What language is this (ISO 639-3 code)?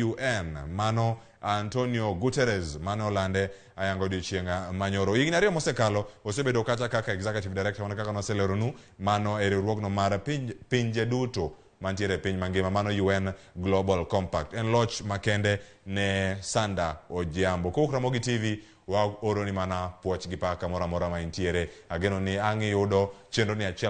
luo